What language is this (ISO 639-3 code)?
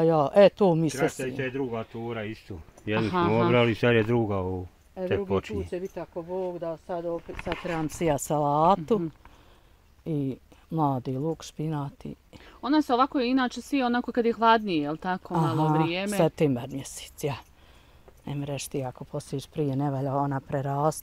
bos